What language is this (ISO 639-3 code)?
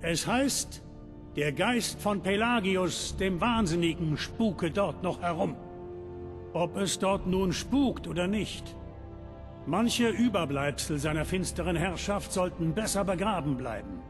bar